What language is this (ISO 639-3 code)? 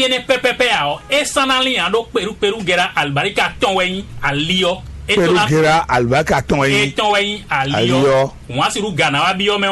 fon